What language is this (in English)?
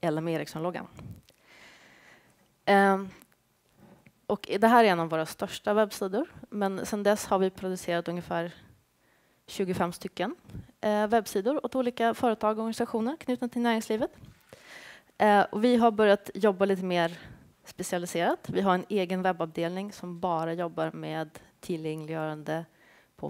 Swedish